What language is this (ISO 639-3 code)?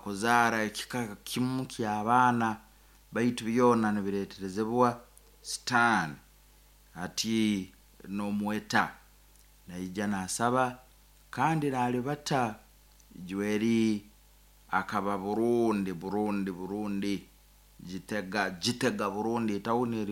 nyn